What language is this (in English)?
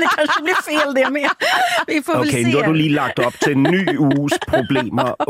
Danish